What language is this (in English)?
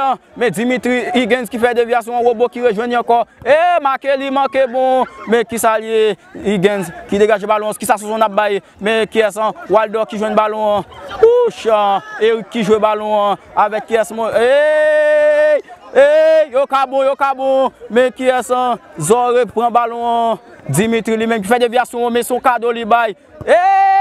Haitian Creole